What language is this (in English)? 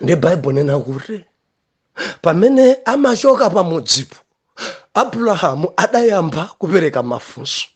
Nyanja